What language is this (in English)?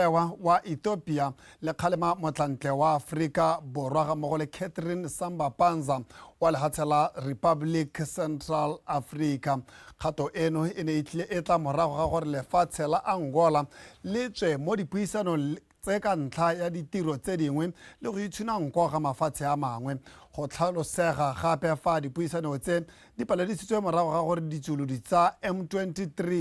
Tswana